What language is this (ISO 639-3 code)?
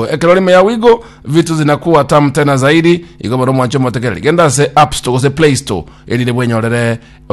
guz